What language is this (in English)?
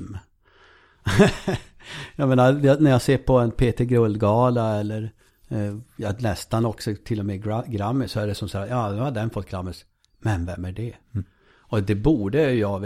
Swedish